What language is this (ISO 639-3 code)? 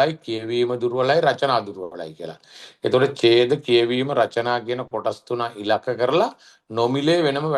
sin